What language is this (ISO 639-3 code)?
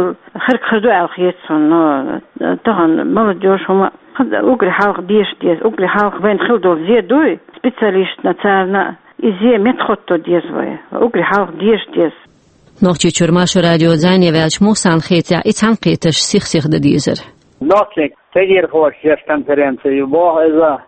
che